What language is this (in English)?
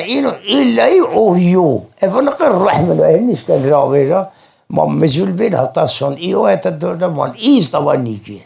Zaza